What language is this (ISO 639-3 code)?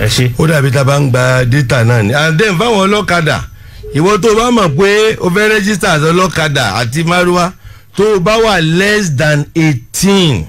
yor